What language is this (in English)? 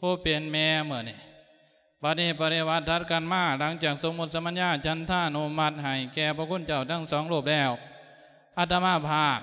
Lao